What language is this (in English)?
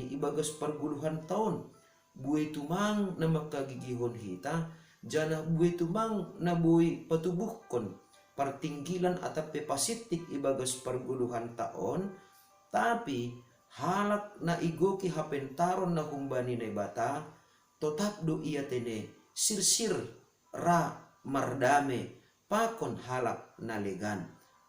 Batak Simalungun